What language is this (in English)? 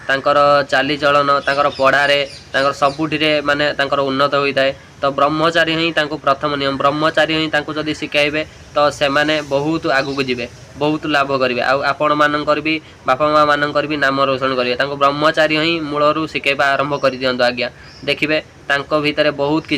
Odia